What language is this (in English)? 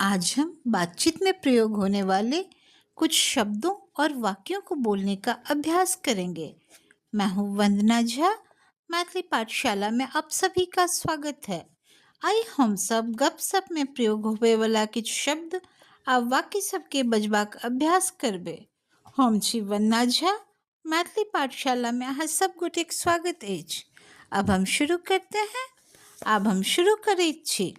Maithili